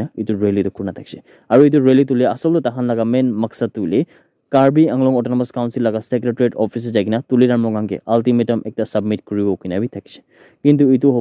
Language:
Naga Pidgin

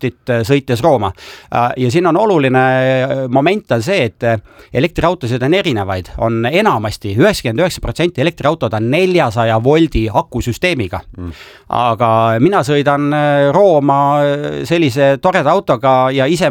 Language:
Estonian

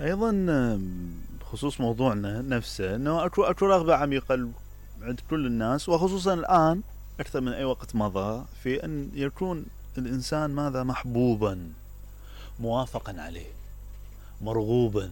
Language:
Mesopotamian Arabic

